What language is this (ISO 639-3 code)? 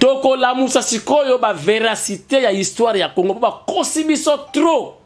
lin